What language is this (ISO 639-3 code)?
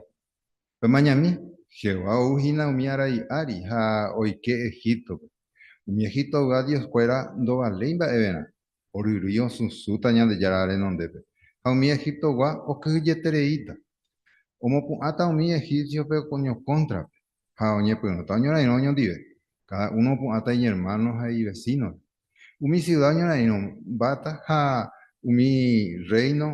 grn